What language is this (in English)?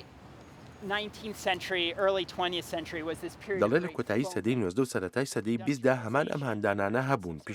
Central Kurdish